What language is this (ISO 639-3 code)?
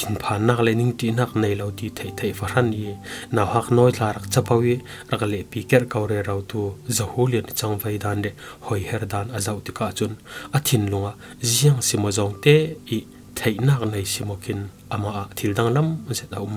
cfm